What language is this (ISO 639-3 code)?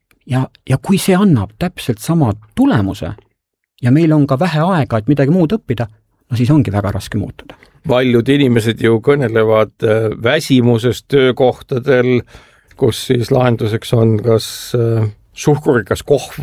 est